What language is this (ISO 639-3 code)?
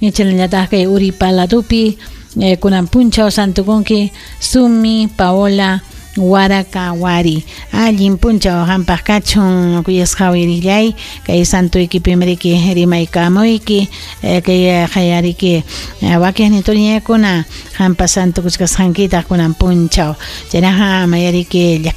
quy